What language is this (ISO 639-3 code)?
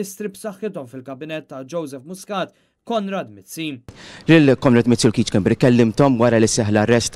mlt